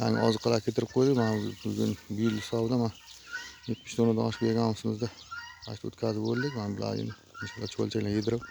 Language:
Uzbek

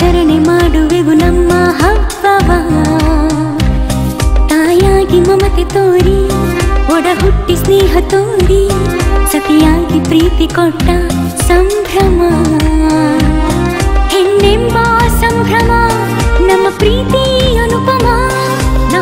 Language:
Kannada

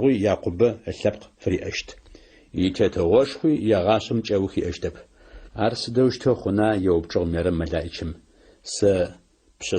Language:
Adyghe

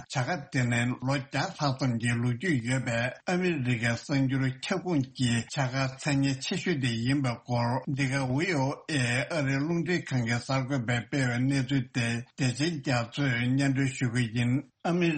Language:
Tibetan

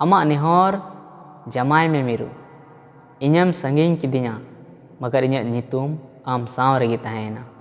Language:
Santali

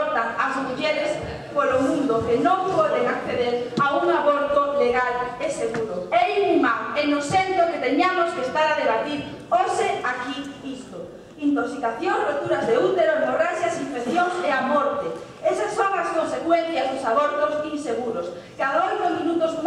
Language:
Galician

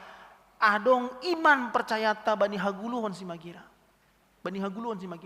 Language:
Batak Simalungun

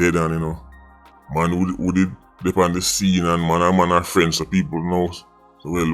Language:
Jamaican Creole English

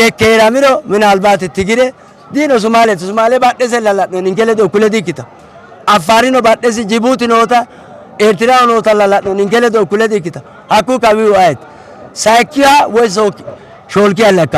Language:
Sidamo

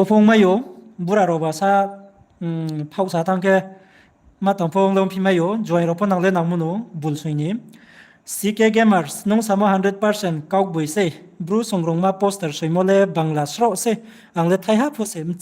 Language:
Riang (India)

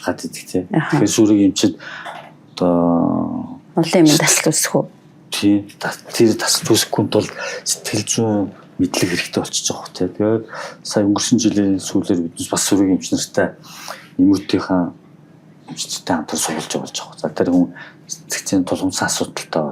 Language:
Mongolian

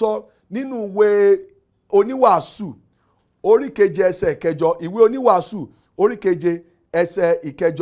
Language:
Yoruba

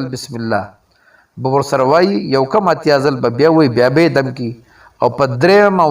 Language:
Pashto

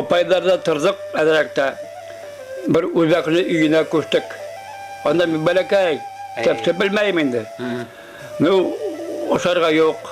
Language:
Bashkir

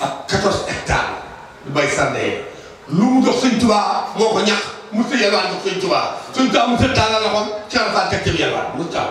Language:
Wolof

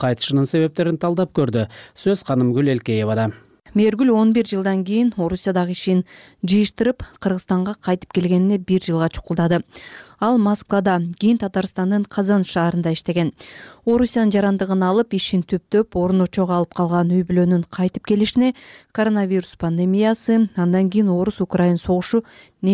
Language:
Kyrgyz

